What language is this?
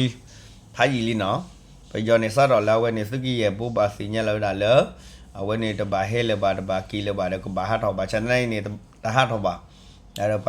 S'gaw Karen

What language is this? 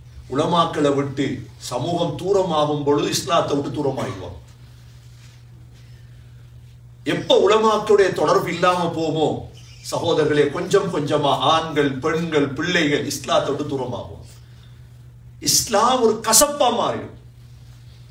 Tamil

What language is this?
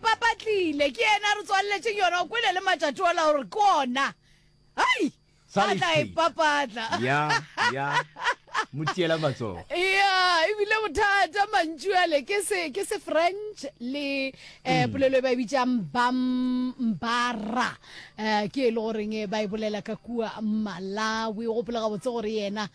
Northern Sotho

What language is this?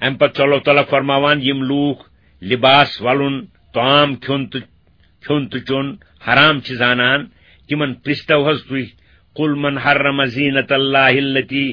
Kashmiri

